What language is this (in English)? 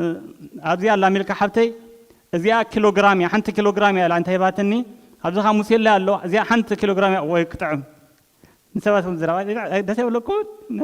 Tigrinya